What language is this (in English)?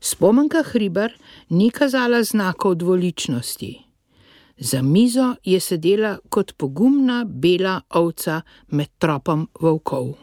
Slovenian